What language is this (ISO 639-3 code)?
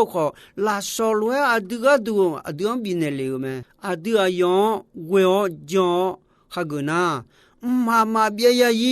ahk